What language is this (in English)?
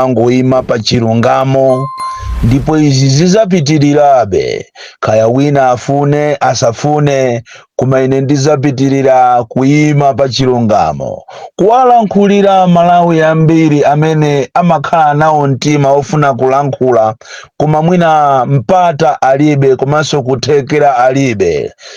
Nyanja